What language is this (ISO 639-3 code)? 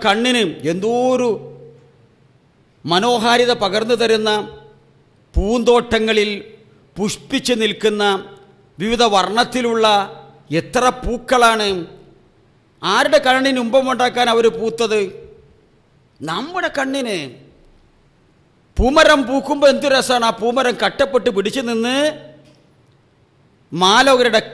mal